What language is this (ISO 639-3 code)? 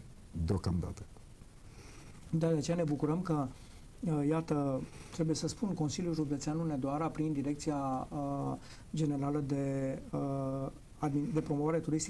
ron